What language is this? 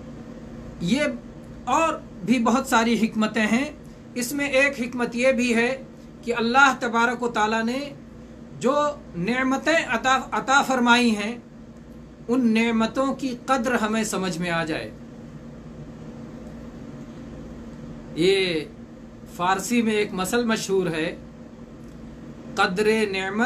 Urdu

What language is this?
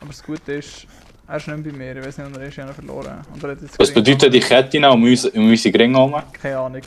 Swiss German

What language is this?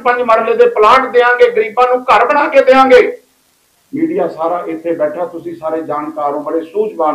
Punjabi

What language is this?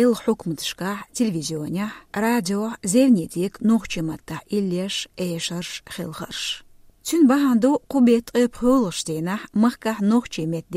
Chechen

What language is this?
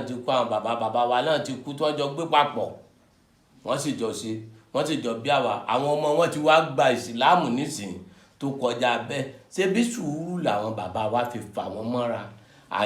Yoruba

